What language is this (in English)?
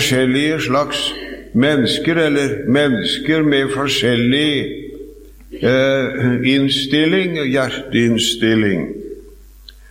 Norwegian